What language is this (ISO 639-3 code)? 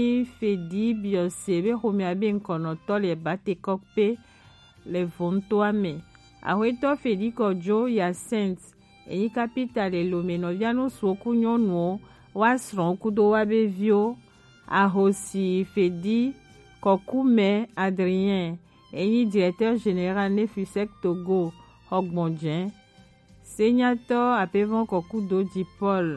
gej